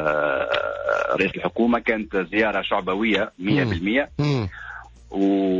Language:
Tunisian Arabic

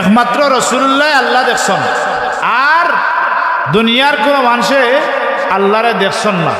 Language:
Sylheti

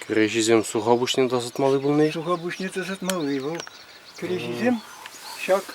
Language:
Chuvash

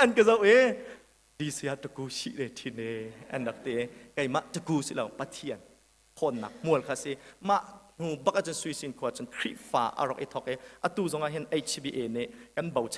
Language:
Hakha Chin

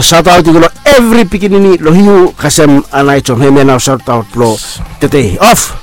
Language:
Bislama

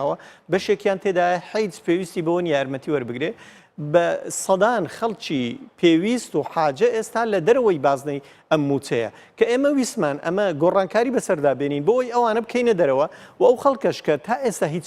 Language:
Central Kurdish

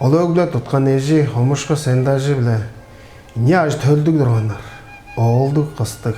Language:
Tuvinian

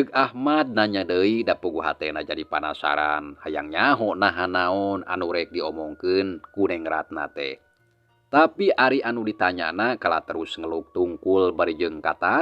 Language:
Sundanese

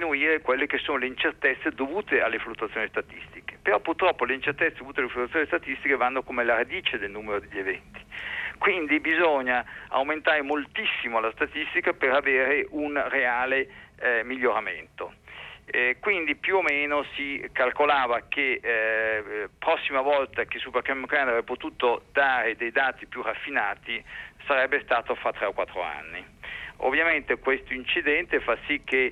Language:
Italian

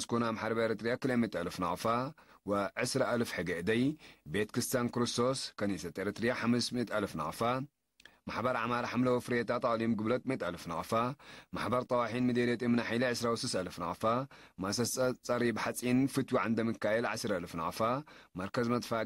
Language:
Tigre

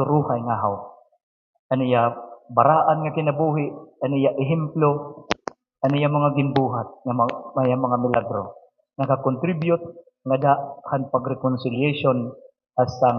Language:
Waray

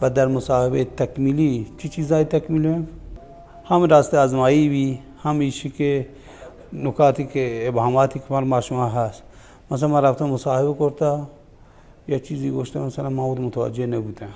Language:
Baluchi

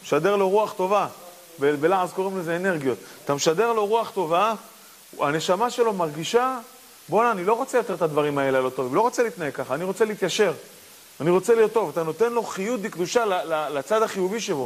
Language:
Hebrew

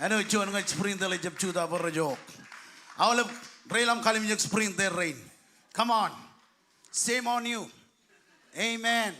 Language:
Marshallese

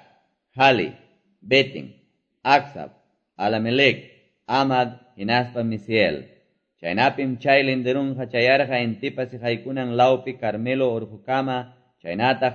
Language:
Quechua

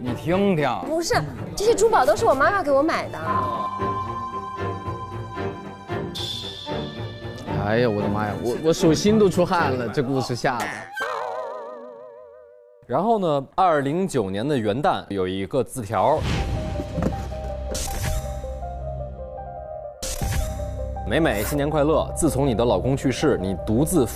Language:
Chinese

